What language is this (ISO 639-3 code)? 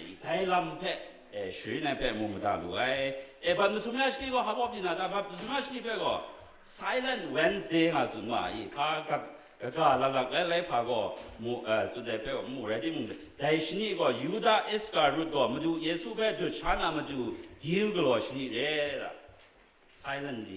kac